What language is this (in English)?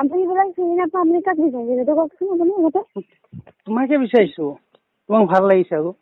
Assamese